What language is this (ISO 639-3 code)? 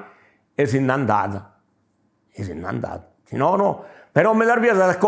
srd